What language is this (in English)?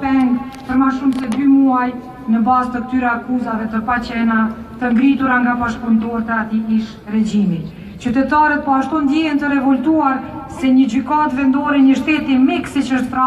Albanian